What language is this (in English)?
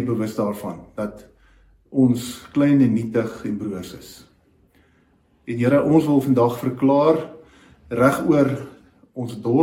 Afrikaans